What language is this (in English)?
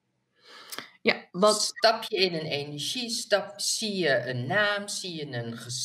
Dutch